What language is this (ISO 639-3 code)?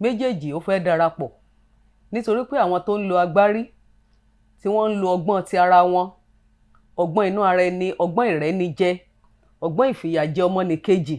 yor